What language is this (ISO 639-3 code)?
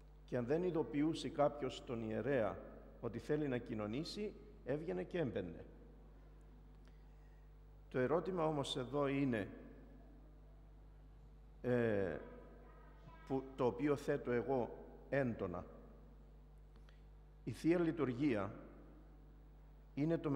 ell